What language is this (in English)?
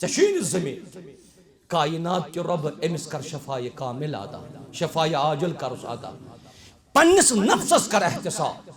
Kashmiri